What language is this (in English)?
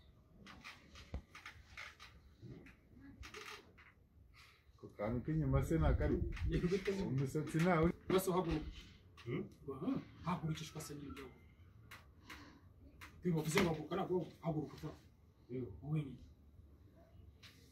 Kinyarwanda